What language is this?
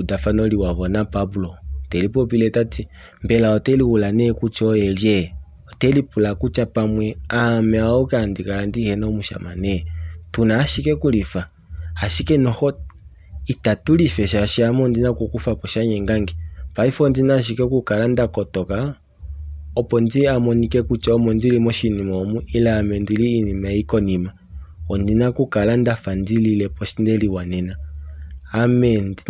Kuanyama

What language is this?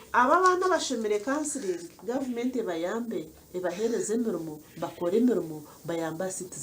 Nyankole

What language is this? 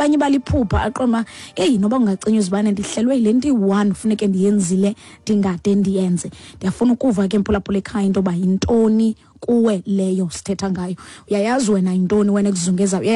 Xhosa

